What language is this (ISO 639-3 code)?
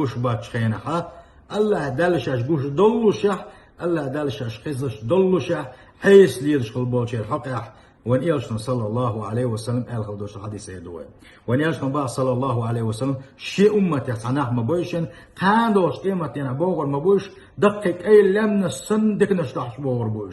che